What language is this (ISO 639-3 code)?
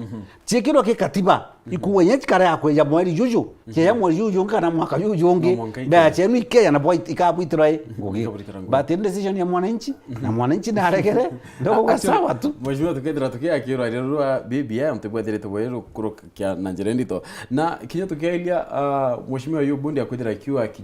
mer